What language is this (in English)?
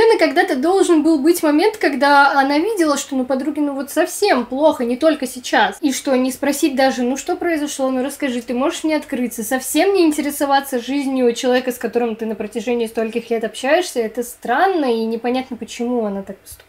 Russian